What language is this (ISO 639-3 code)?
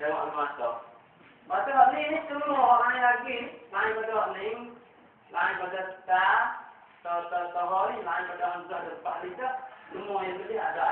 msa